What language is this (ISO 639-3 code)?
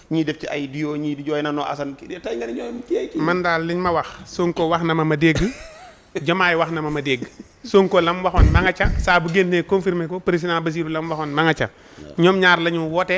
wol